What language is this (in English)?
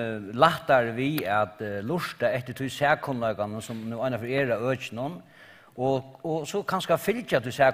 Faroese